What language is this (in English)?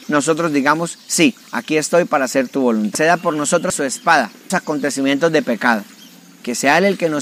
Spanish